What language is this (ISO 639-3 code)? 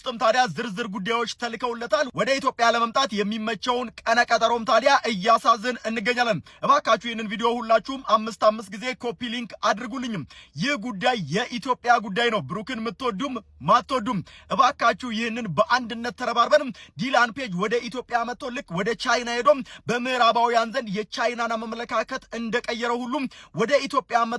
amh